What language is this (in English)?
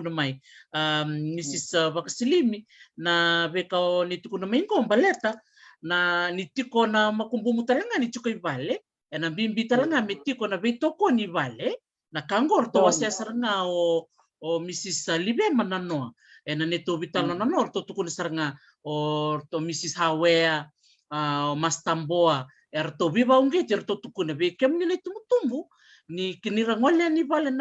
Fijian